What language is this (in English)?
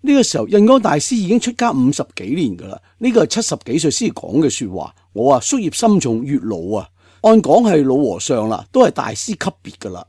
Cantonese